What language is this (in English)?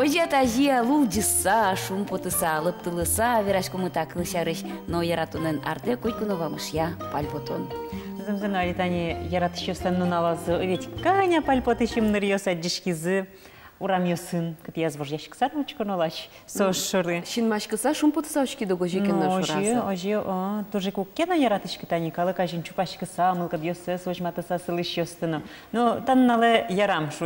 Udmurt